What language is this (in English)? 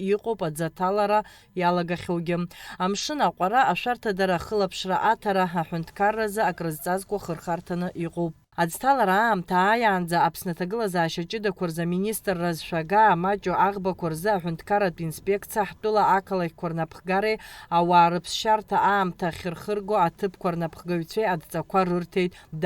Abkhazian